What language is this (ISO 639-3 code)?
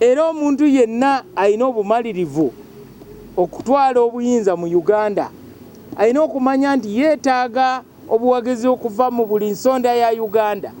lug